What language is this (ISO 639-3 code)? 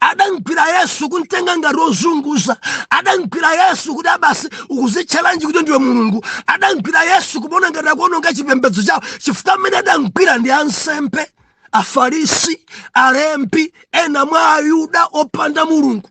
nya